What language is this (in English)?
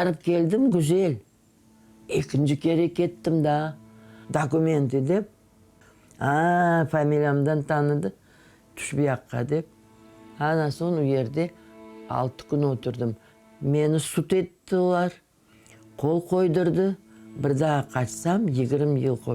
Crimean Tatar